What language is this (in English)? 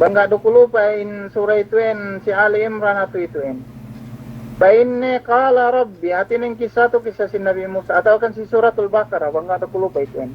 Yakan